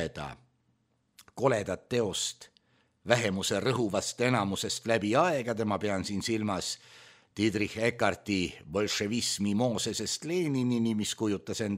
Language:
Estonian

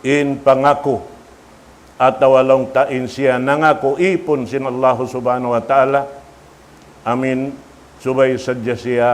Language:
Tausug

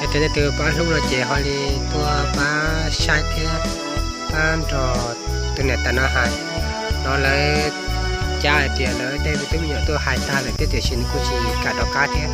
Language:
Hmong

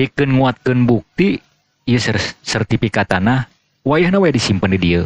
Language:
Sundanese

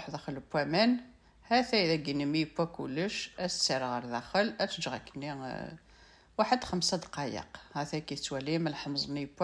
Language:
Kabyle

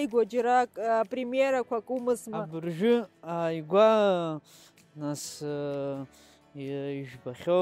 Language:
Abkhazian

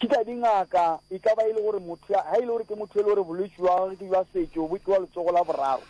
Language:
Northern Sotho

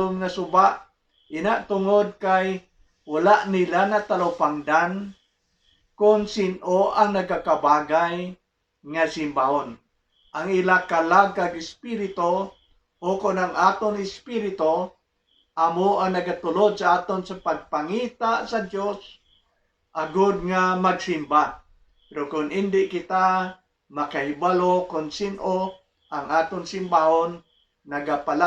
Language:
Hiligaynon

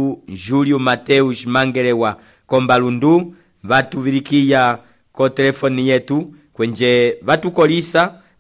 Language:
Umbundu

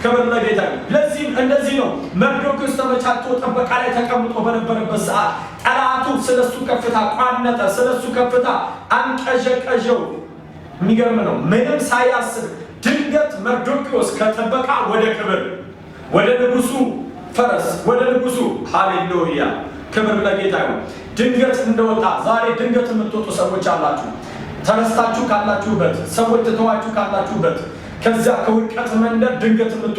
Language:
Amharic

